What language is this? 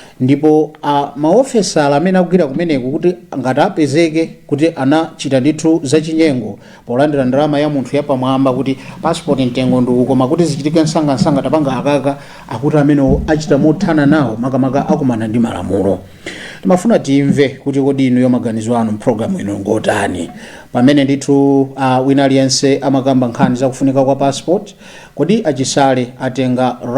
Nyanja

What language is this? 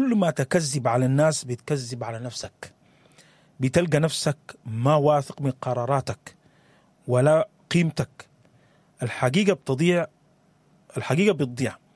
Sudanese Arabic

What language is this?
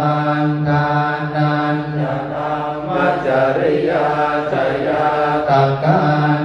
Pali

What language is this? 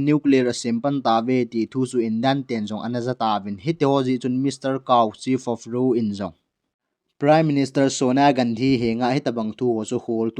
Thado Chin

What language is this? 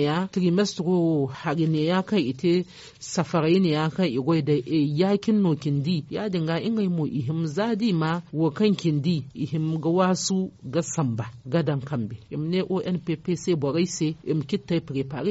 Zarma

